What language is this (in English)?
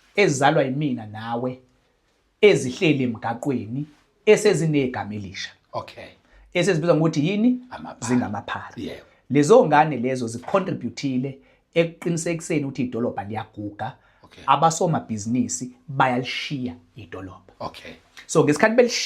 Zulu